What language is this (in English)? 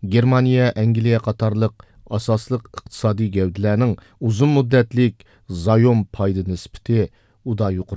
Uyghur